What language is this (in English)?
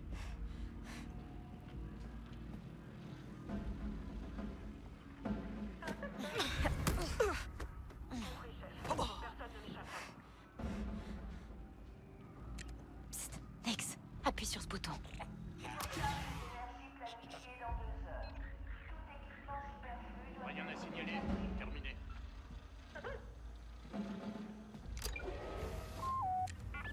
French